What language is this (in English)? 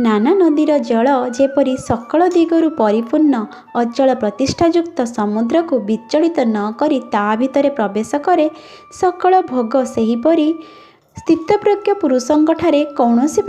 Odia